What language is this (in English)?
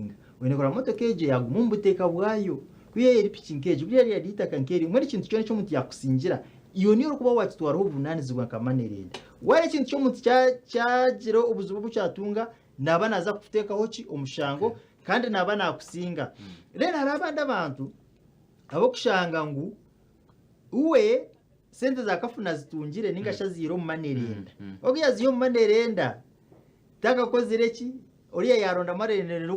Nyankole